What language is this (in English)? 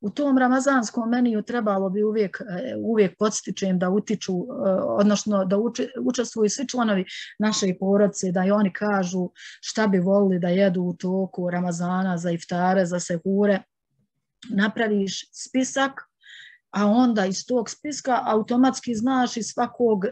Bosnian